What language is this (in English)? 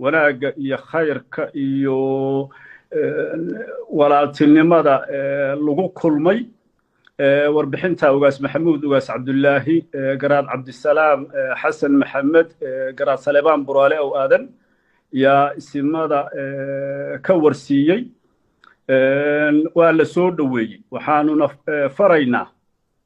Somali